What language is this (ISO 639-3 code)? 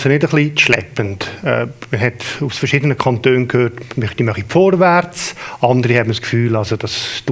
gsw